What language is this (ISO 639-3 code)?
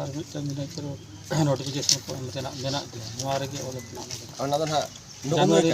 sat